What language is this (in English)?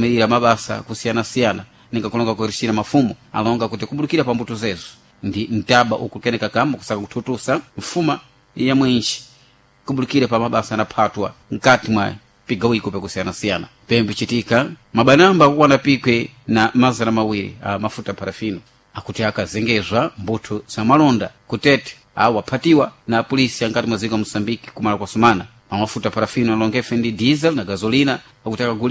Sena